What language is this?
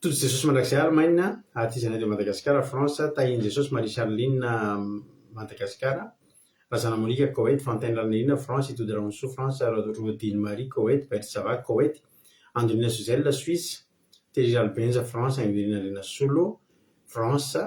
Malagasy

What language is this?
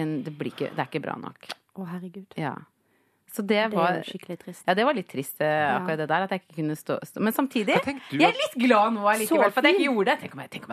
Norwegian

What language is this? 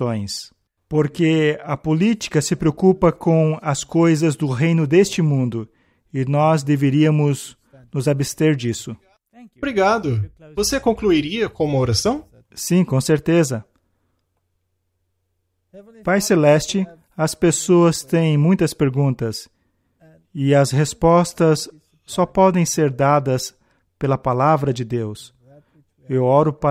Portuguese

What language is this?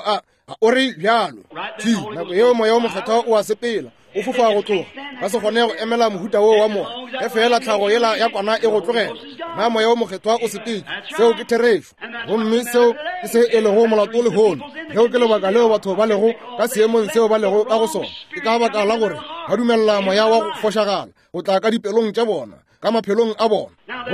Northern Sotho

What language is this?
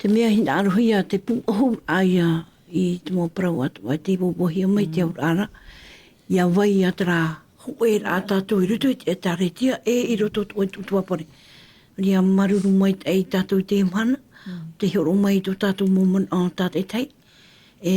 Tahitian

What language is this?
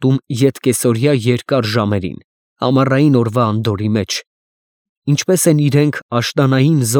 Armenian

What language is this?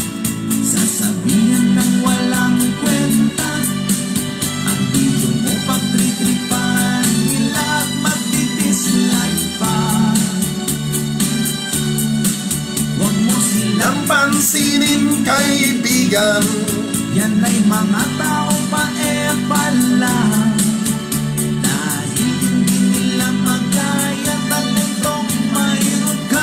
Filipino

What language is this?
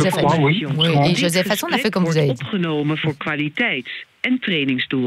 French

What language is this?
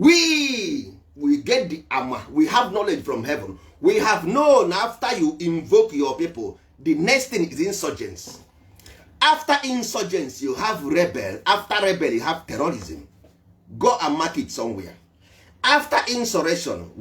Igbo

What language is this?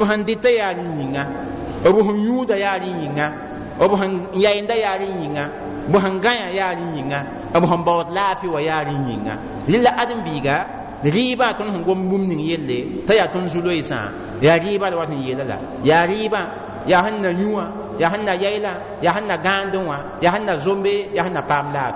Mossi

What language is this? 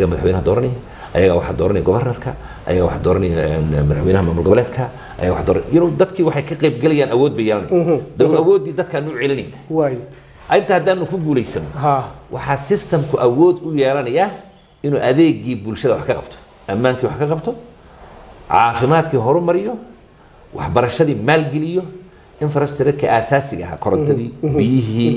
Somali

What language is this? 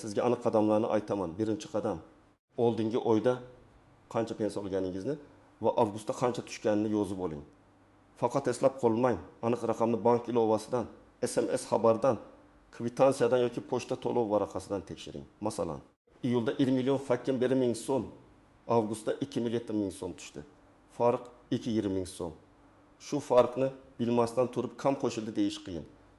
Uzbek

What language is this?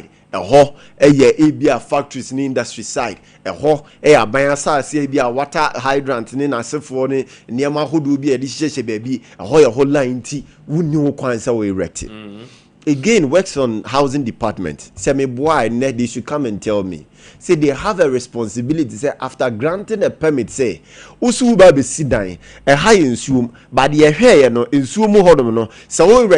Akan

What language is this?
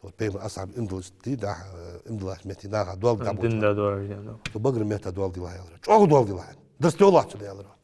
Ingush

